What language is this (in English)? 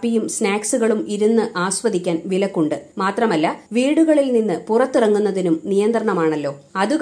Malayalam